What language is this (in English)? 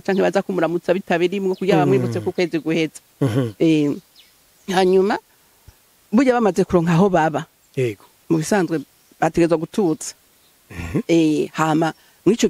Rundi